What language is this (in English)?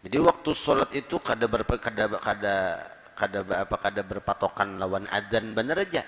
Banjar